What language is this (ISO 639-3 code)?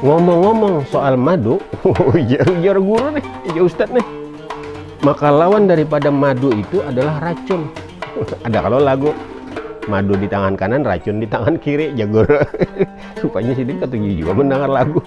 bjn